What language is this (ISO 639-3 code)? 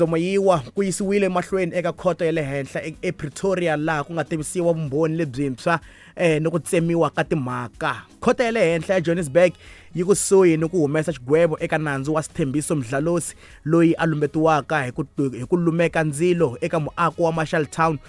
tso